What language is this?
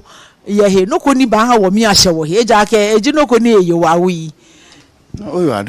Ga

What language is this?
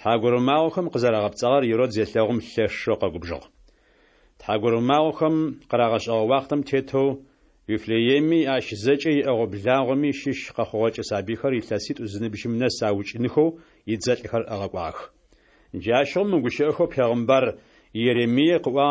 Adyghe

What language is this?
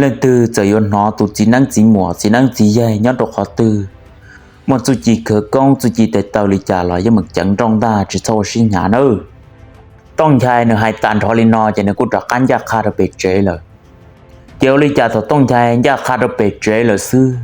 Hmong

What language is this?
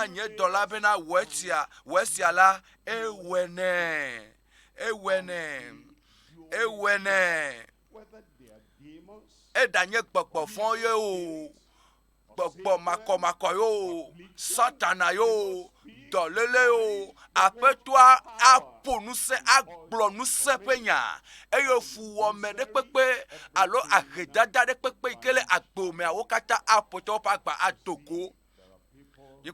Ewe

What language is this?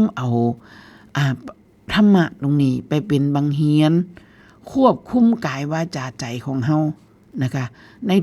Northeastern Thai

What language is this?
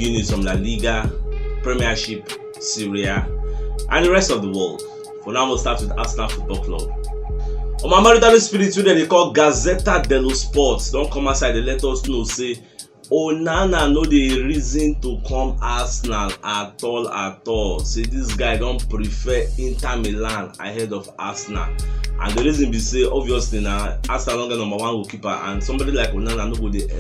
Nigerian Pidgin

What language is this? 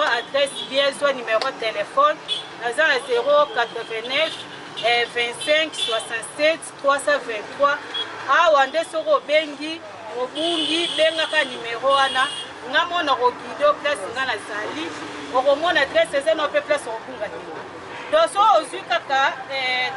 Lingala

